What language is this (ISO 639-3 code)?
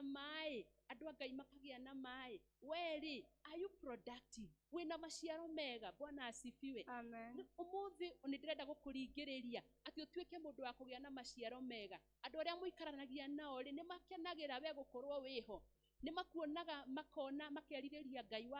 kik